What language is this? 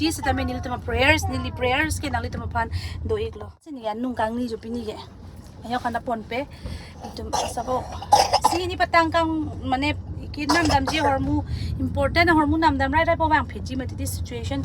Karbi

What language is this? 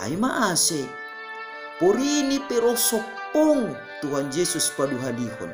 Batak Simalungun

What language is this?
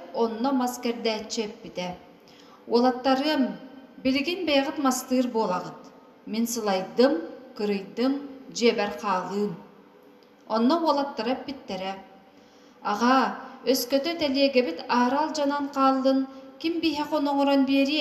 Yakut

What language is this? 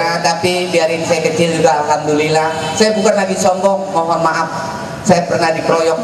Betawi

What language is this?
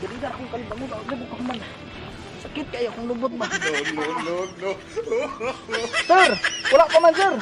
Cebuano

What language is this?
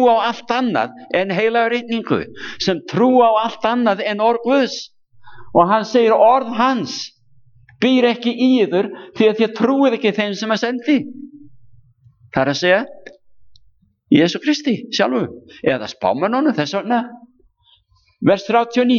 Icelandic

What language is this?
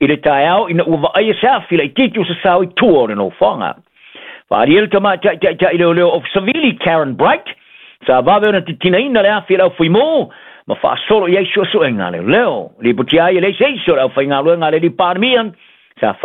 Samoan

